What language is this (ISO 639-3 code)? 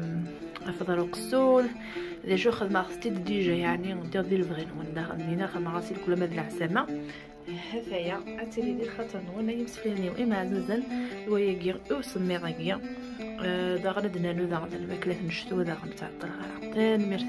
kab